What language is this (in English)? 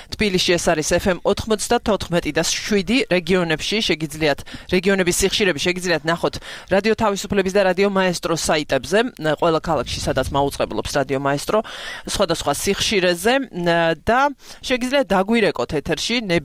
Georgian